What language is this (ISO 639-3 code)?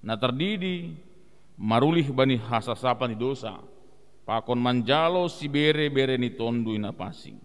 bts